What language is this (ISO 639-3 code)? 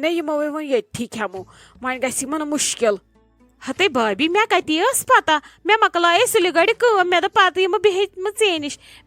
kas